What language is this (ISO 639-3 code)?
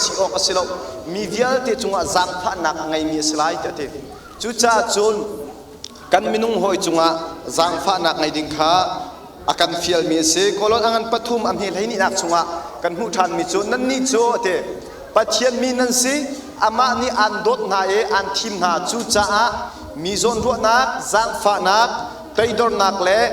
cnh